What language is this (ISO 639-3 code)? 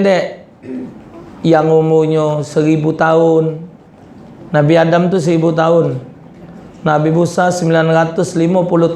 mui